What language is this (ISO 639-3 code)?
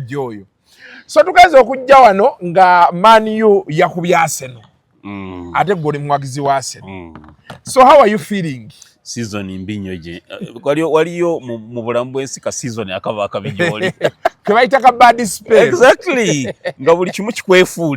lug